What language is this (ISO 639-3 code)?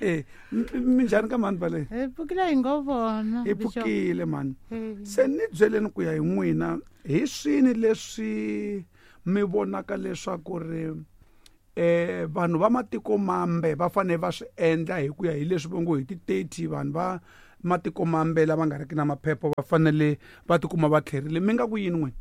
tso